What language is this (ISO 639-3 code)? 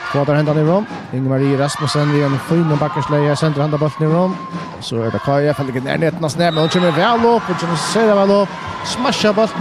fao